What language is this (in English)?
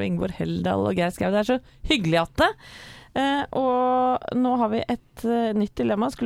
Norwegian